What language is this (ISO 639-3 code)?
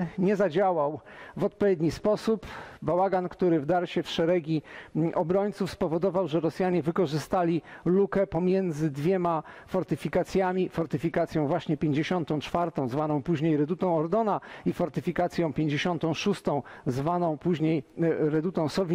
pol